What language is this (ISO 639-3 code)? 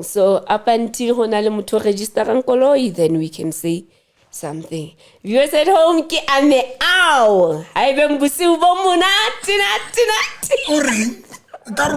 sot